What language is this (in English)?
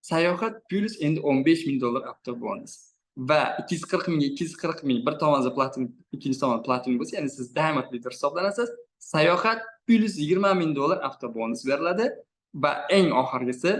Uzbek